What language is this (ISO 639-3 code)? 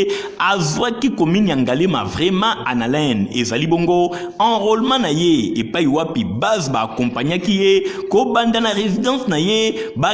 lin